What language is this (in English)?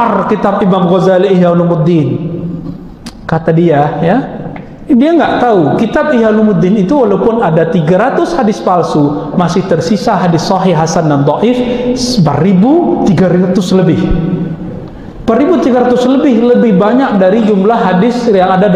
Indonesian